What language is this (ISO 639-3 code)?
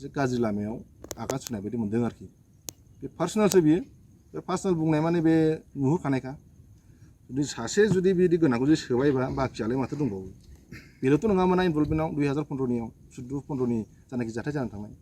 brx